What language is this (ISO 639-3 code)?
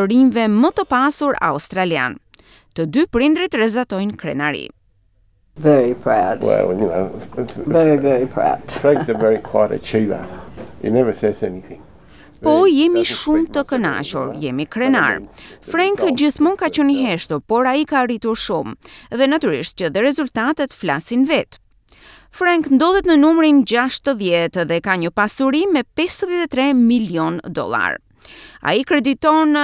sqi